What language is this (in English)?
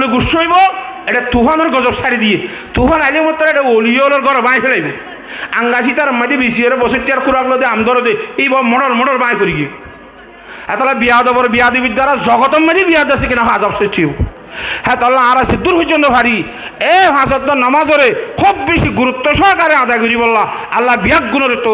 Rohingya